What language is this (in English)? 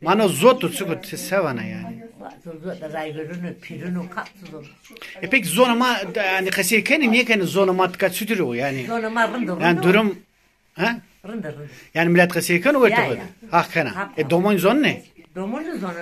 Zaza